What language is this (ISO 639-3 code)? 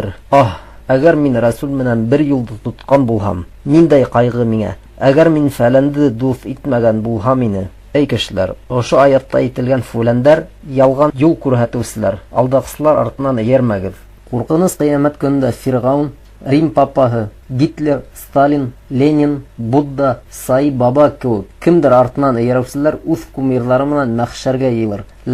bak